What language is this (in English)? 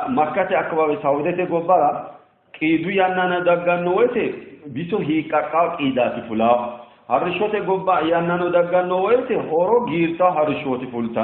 Sidamo